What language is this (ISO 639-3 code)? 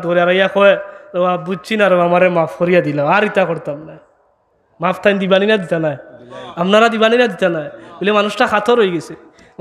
syl